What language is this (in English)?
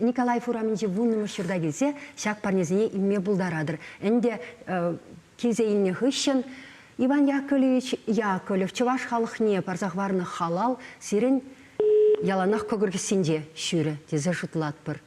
Chuvash